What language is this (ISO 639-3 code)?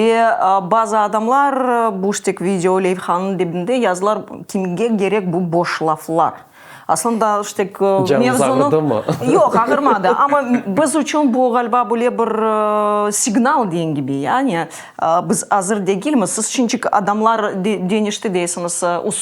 crh